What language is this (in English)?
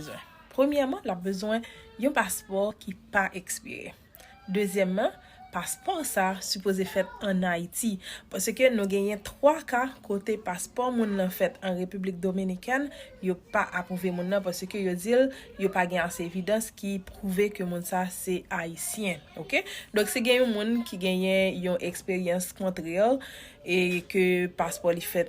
Haitian Creole